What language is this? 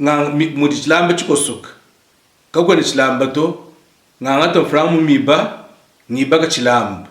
Luba-Lulua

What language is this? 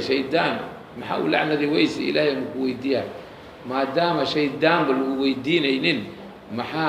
Somali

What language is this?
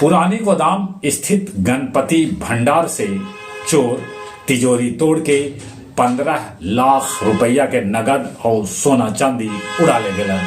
Magahi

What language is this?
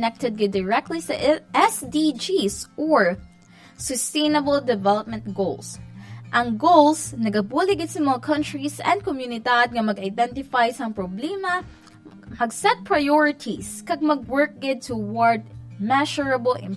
Hiligaynon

